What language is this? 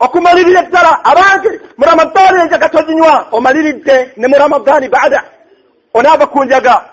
Ganda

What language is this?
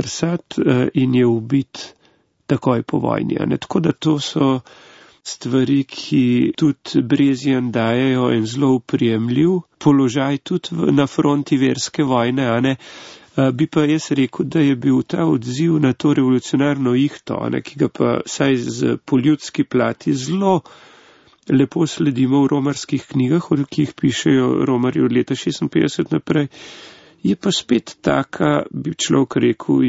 Slovenian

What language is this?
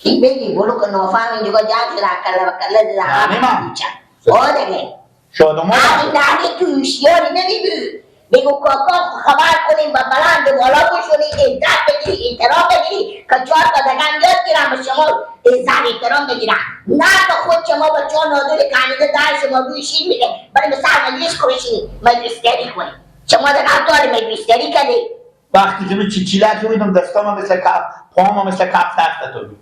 Persian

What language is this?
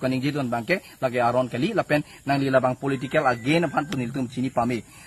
Karbi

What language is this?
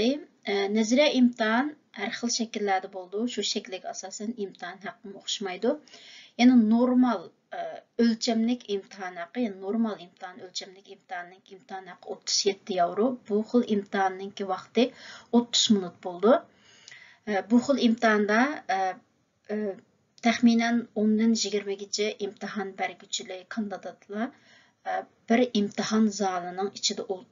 Uyghur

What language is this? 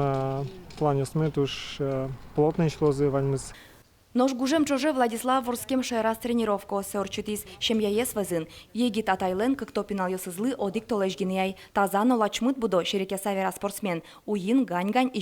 Udmurt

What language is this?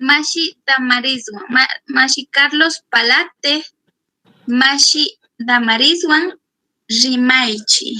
Chimborazo Highland Quichua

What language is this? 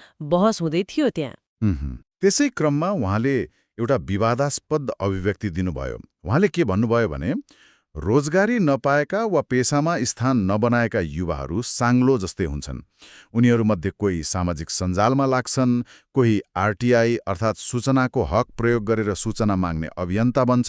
Nepali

